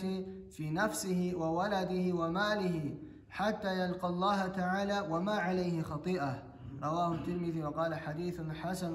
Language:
Kumyk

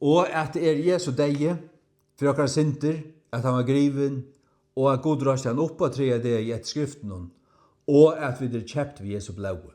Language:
Faroese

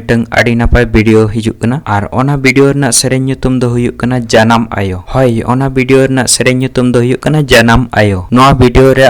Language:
Santali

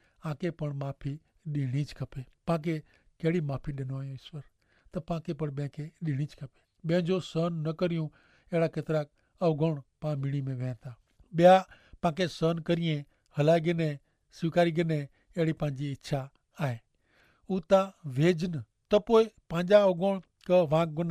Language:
Kachhi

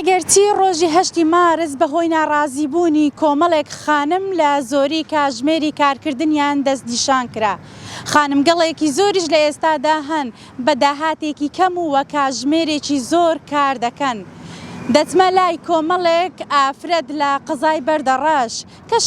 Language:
Central Kurdish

